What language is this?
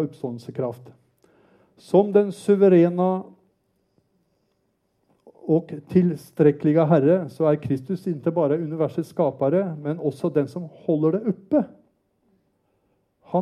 Norwegian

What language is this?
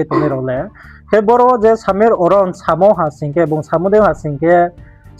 Riang (India)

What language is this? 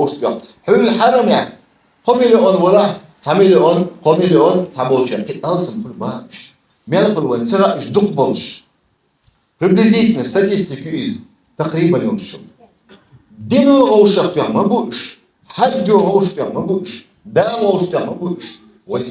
Chechen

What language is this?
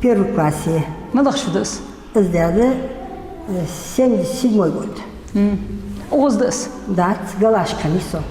Ingush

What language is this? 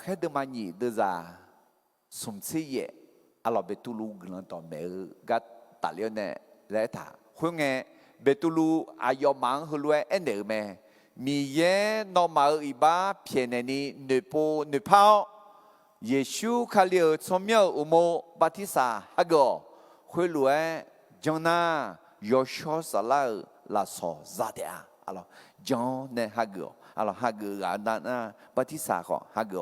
Akha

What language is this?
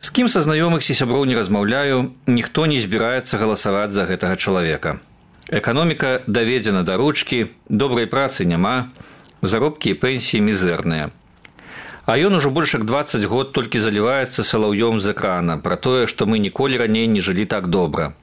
Belarusian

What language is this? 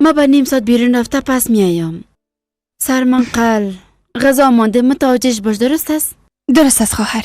Persian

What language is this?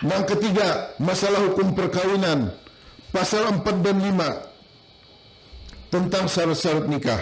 Banjar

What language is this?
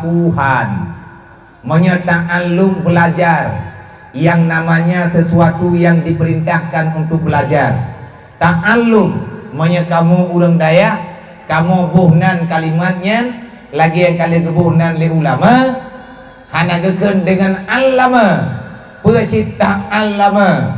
Achinese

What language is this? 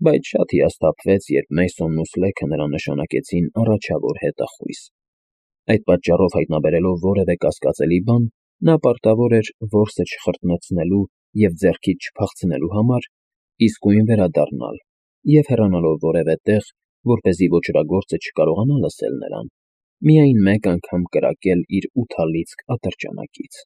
Armenian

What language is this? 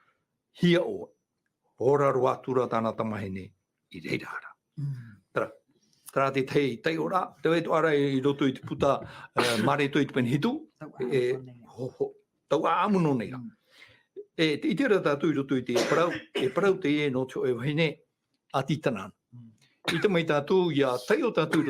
Tahitian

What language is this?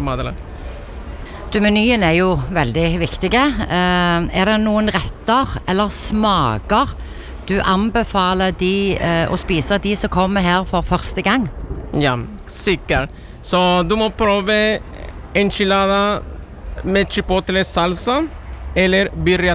Norwegian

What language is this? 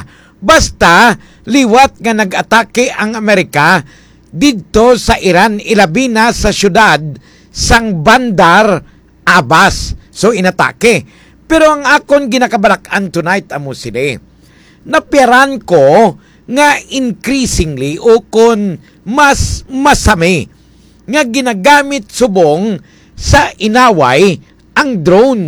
Hiligaynon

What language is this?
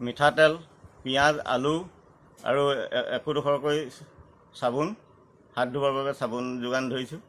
Assamese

